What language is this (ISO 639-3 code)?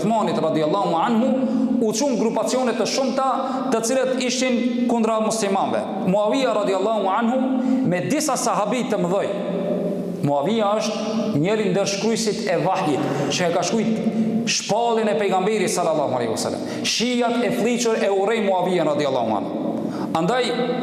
sqi